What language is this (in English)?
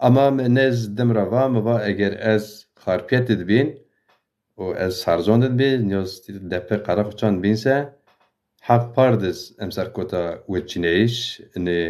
Zaza